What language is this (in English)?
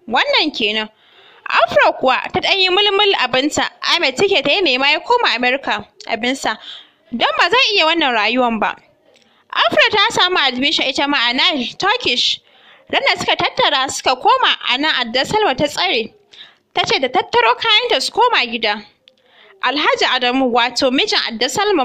Hausa